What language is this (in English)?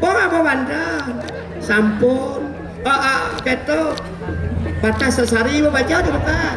Balinese